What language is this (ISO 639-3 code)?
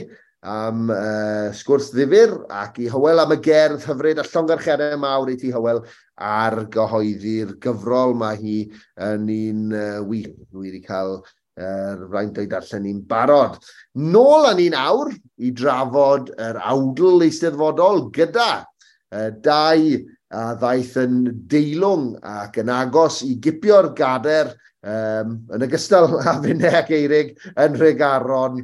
cym